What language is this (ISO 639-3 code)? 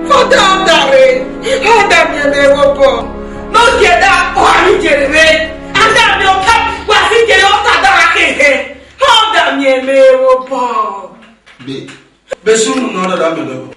ish